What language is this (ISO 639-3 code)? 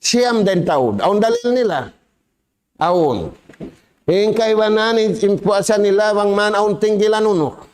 tsg